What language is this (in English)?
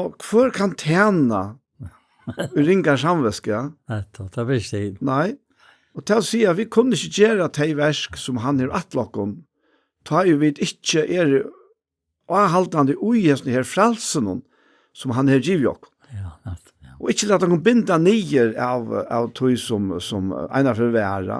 Faroese